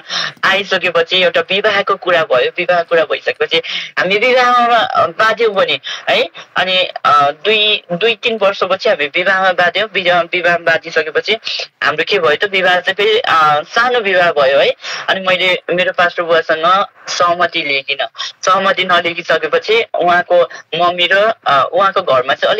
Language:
Nepali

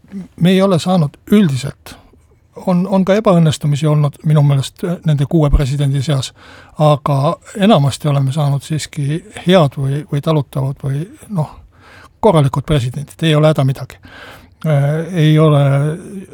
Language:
Estonian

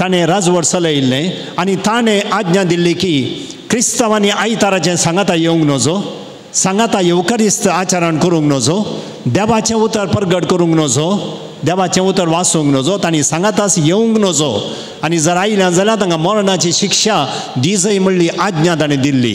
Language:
Konkani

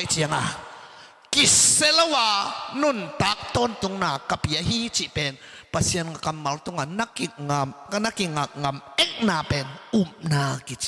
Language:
Tedim Chin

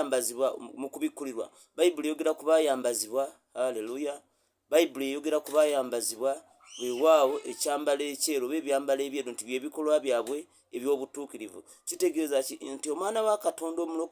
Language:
Ganda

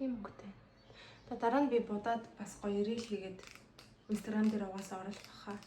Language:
Mongolian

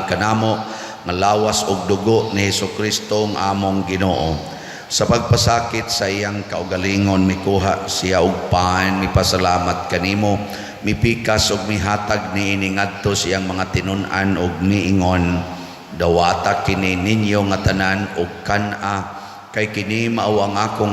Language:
Cebuano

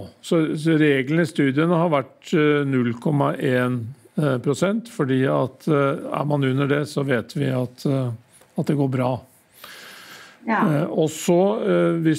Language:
Norwegian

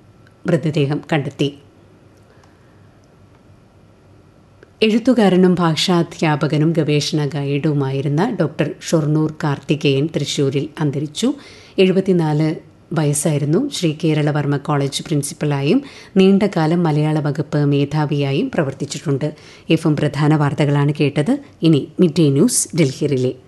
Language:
Malayalam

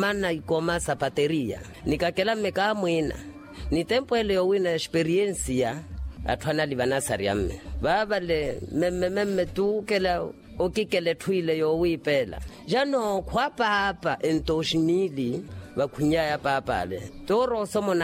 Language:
Makhuwa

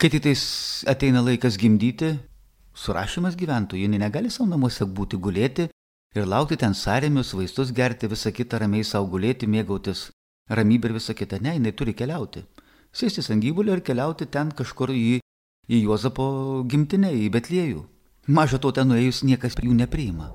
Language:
Lithuanian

